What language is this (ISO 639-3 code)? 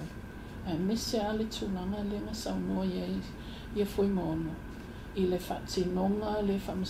smo